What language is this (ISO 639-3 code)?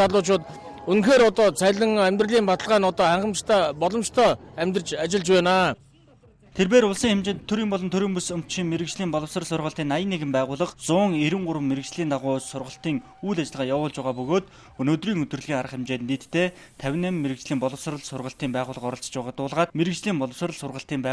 mon